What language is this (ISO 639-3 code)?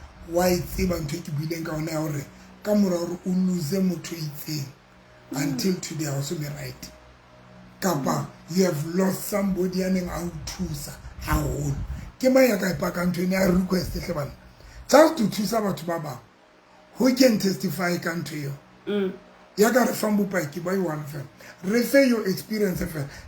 sot